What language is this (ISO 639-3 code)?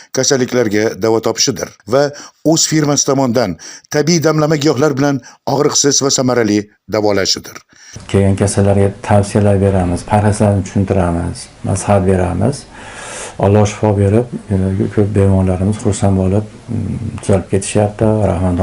uzb